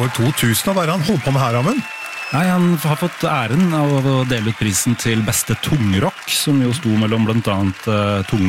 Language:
Norwegian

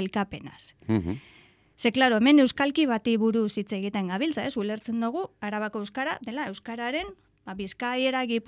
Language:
Basque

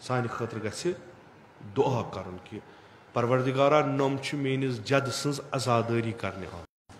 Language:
Kashmiri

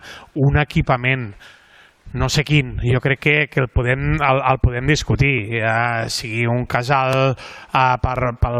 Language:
Catalan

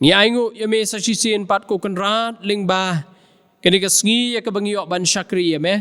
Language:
Khasi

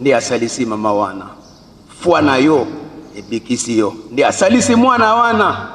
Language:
Lingala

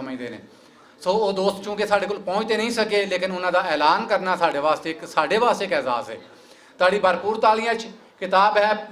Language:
Western Panjabi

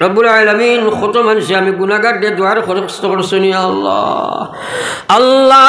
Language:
Sylheti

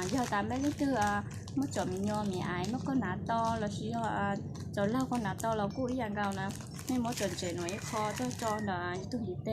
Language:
Hmong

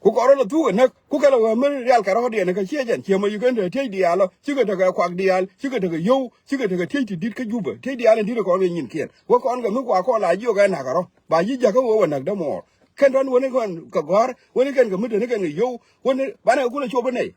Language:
Nuer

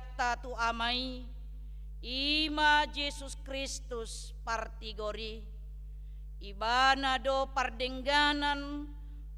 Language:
Batak Toba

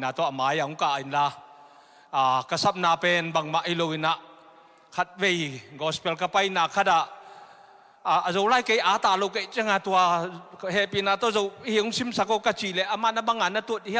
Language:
Tedim Chin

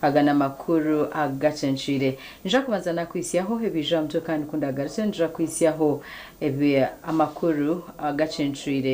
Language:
Nyankole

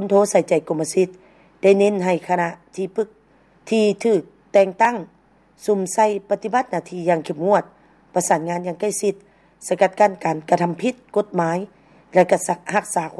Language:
Lao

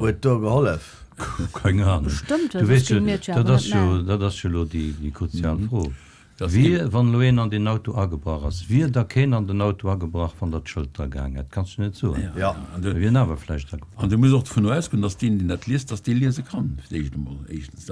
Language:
Luxembourgish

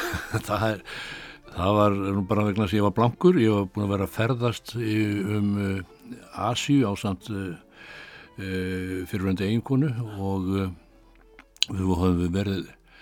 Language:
Icelandic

